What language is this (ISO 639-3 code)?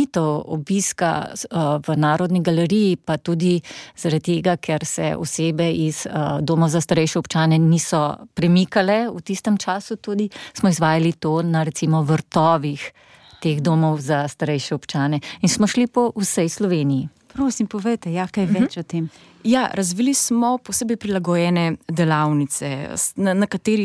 slv